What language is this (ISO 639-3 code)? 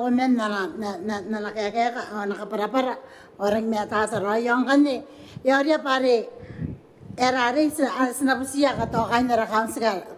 gil